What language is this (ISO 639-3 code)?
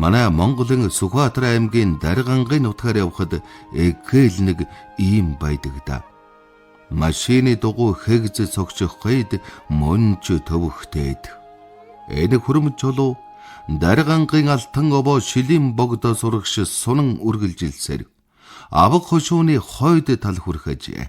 mon